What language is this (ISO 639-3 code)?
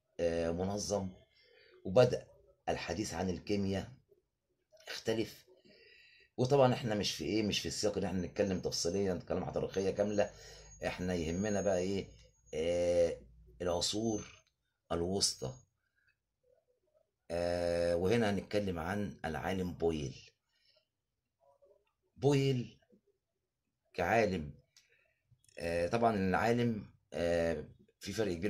arz